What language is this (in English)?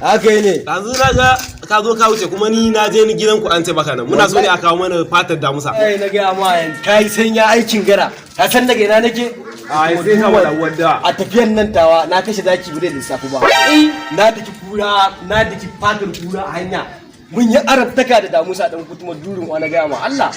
Hausa